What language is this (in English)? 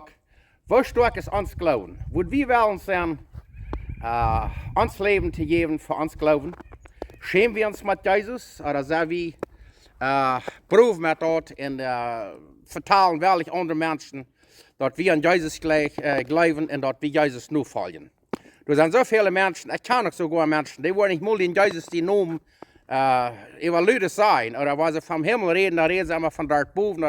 Plautdietsch